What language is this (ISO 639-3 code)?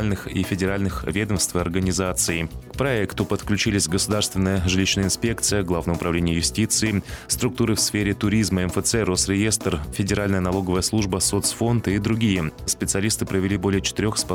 rus